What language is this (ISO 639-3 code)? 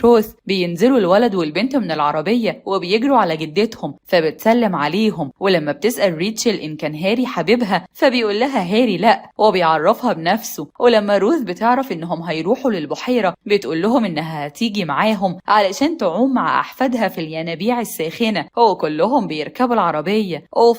arz